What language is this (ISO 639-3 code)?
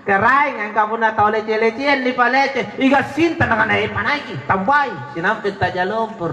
mak